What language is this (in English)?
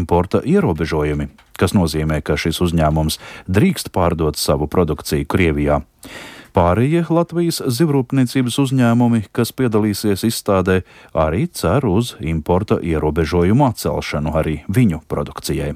Latvian